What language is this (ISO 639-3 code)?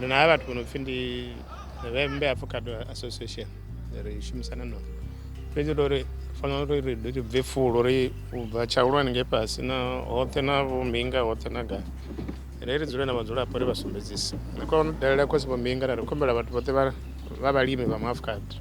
ven